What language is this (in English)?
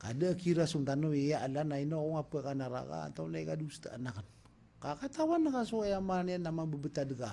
Maranao